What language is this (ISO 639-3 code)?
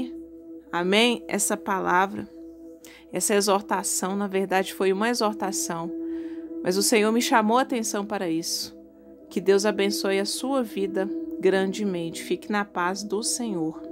por